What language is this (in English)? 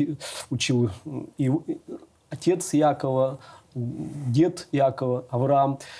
Russian